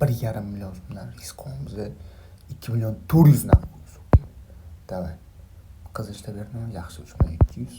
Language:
Uzbek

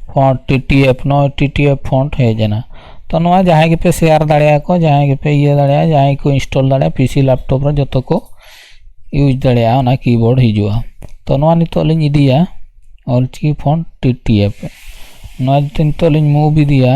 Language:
Santali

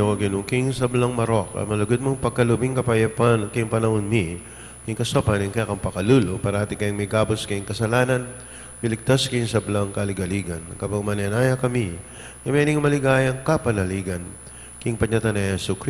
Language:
Pampanga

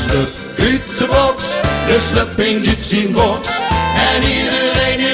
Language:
Limburgish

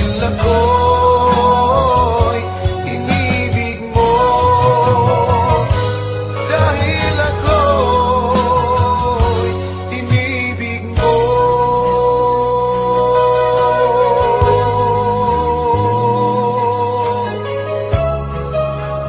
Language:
Filipino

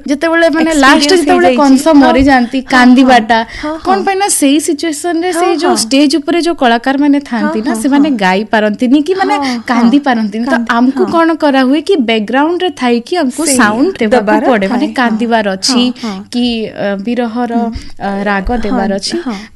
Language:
Odia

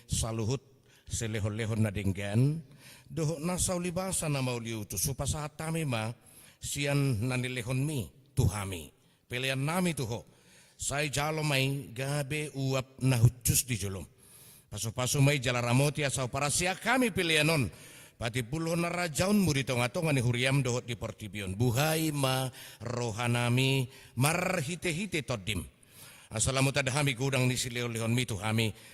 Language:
Batak Toba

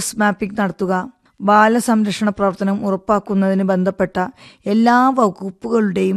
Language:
Malayalam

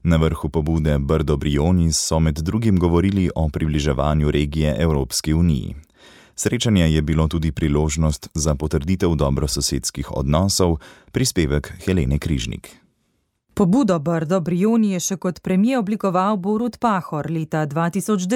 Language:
Slovenian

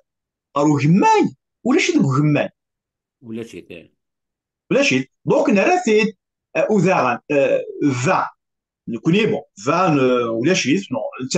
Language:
Kabyle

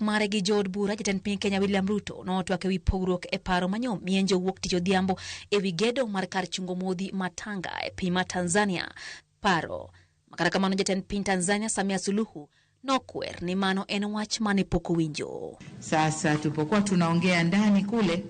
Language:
Luo (Kenya and Tanzania)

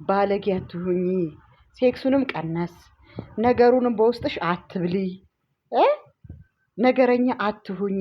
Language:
Amharic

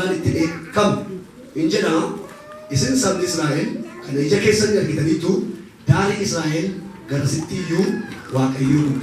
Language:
Oromo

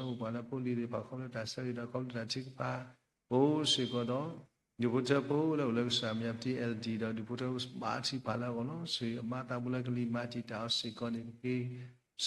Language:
S'gaw Karen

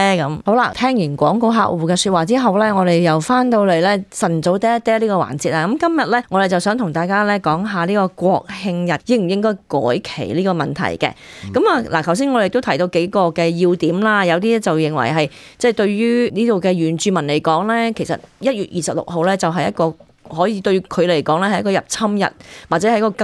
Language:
Cantonese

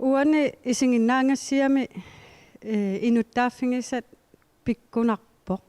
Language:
Kalaallisut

